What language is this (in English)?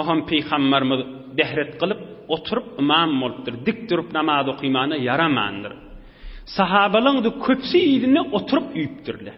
Turkmen